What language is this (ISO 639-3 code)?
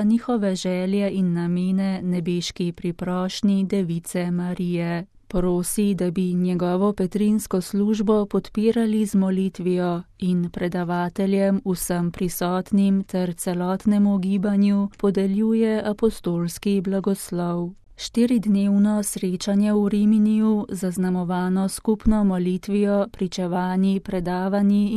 slv